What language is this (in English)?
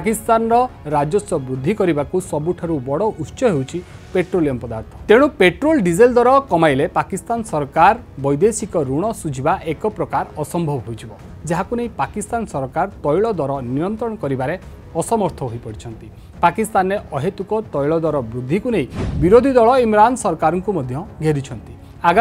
Odia